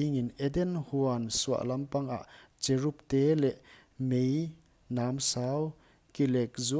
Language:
Paite Chin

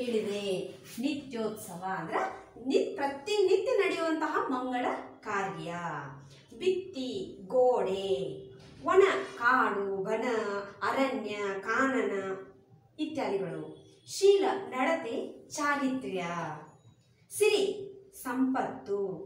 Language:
Kannada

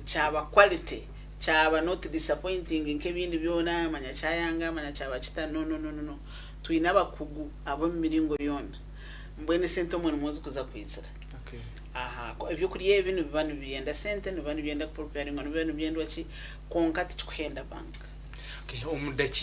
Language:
Nyankole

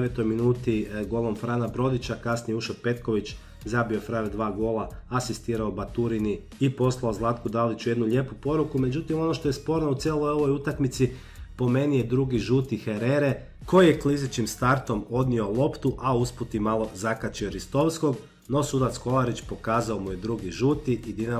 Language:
Croatian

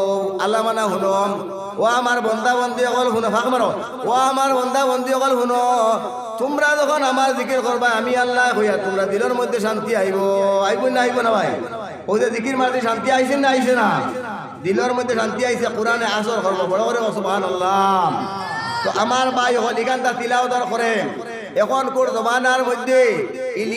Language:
Sylheti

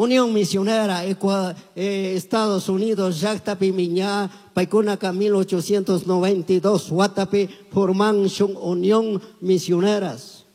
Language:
Chimborazo Highland Quichua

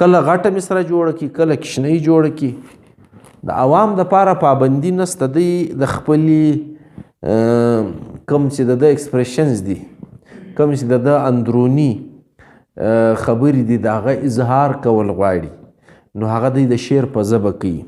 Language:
Pashto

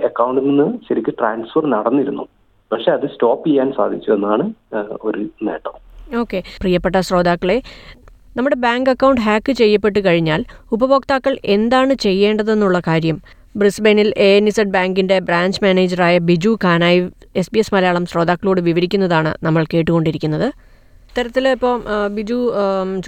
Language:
Malayalam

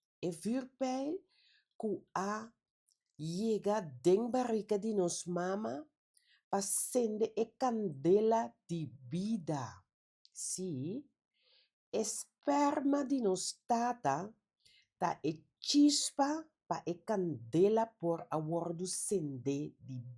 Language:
Papiamento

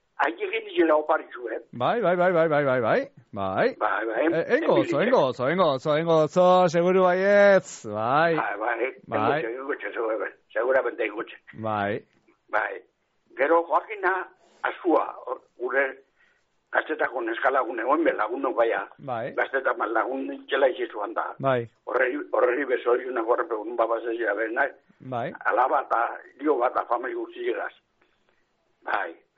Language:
Basque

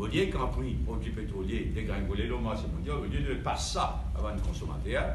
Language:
Morisyen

